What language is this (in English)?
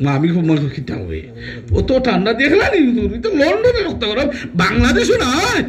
Sylheti